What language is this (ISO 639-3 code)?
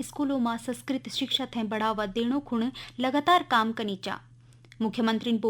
gbm